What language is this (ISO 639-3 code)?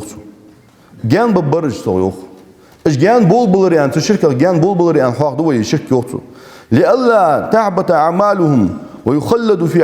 inh